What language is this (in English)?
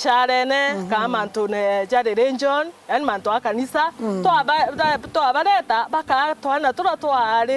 Meru